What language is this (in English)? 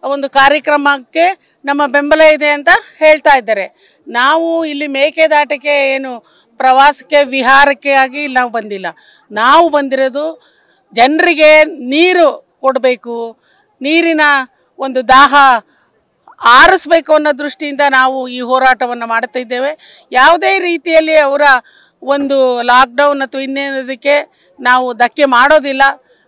Kannada